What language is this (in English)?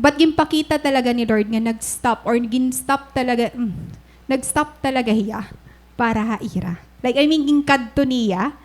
Waray